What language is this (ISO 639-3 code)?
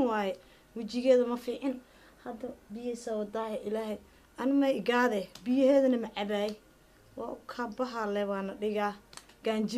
som